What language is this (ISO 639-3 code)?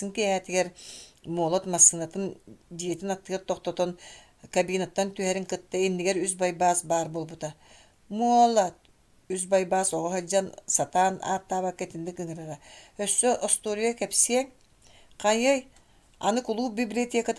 sah